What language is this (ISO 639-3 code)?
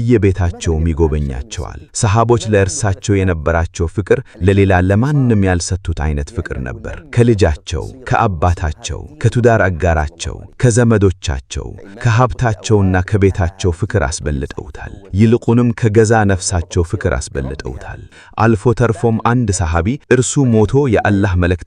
amh